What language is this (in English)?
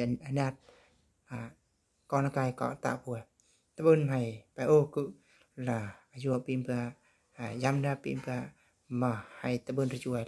Eastern Bru